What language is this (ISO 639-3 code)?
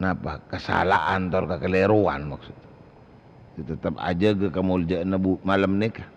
mad